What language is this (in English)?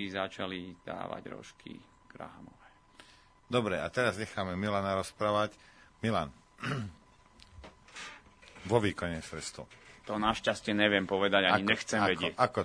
Slovak